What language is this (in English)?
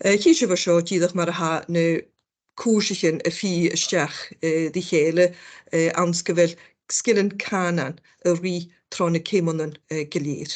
Scottish Gaelic